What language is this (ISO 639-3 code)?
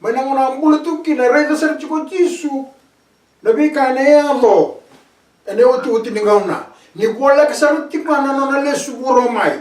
fij